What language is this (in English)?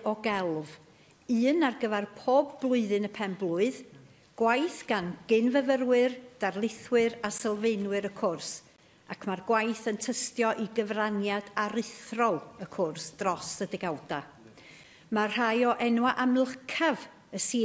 Welsh